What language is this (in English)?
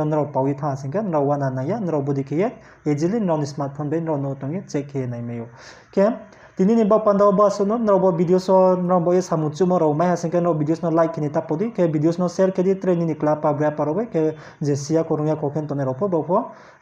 Riang (India)